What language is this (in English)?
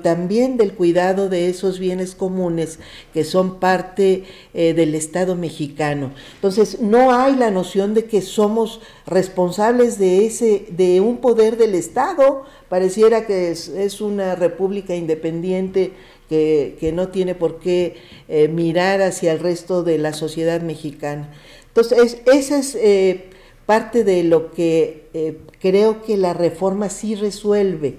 Spanish